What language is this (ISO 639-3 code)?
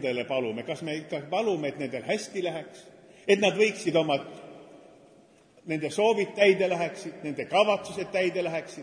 est